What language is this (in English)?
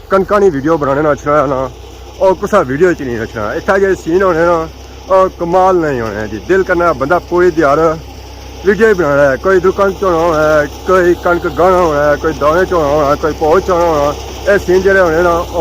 Pahari-Potwari